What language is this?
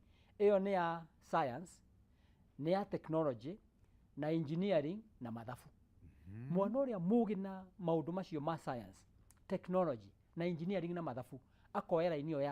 Kikuyu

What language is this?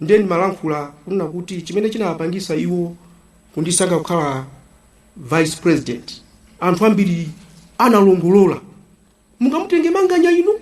Nyanja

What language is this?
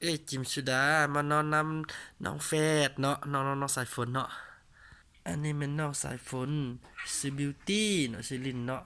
Lao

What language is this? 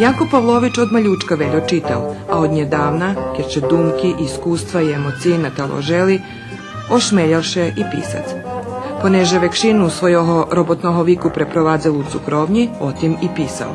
Rusyn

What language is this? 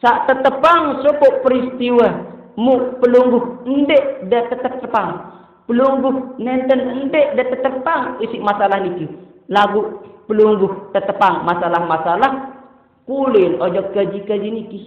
Sasak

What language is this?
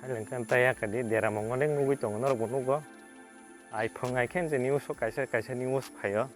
Kok Borok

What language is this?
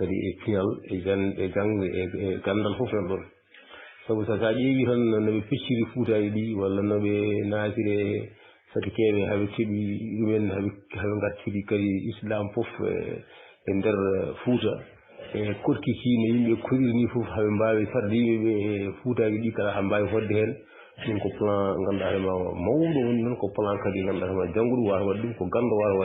Fula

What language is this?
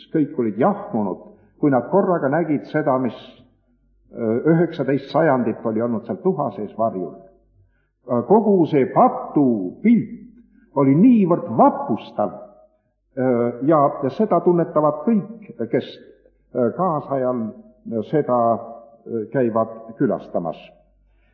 Estonian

